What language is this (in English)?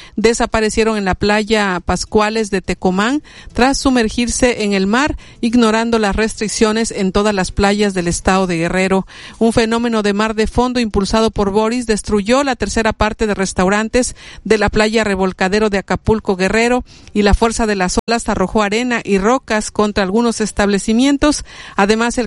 Spanish